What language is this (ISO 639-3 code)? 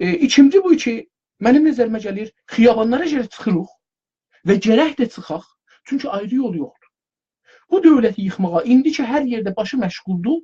azb